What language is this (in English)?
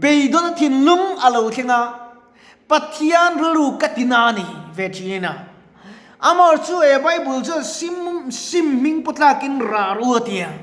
Mizo